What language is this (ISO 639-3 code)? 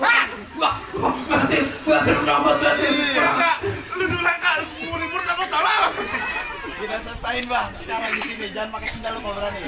bew